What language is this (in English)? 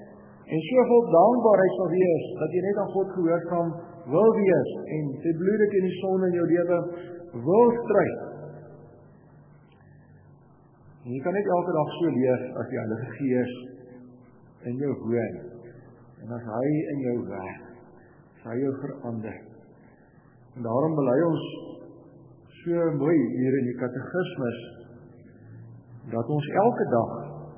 Afrikaans